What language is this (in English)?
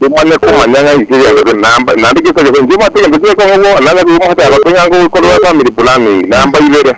Gusii